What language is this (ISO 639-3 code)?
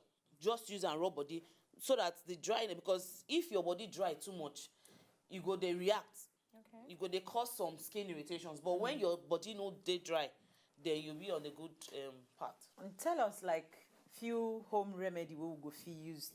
pcm